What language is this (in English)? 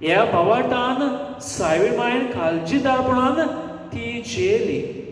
Konkani